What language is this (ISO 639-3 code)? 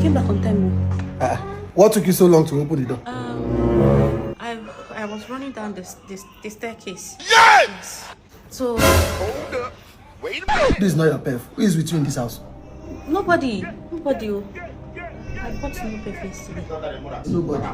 pcm